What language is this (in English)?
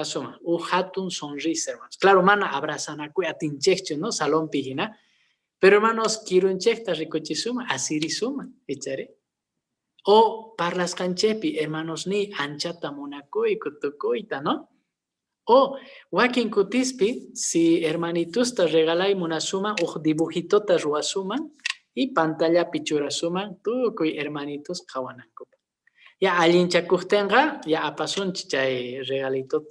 Quechua